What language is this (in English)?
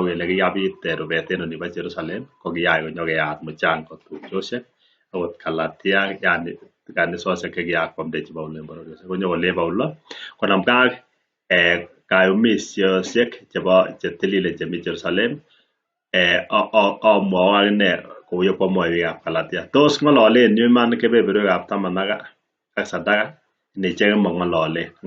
Kalenjin